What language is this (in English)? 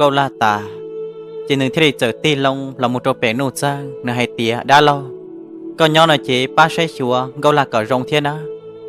Hmong